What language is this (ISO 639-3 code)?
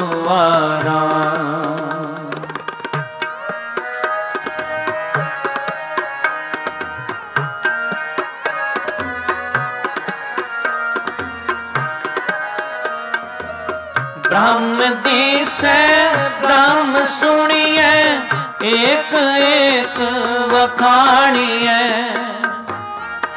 pan